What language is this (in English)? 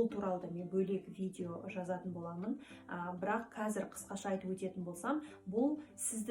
Kazakh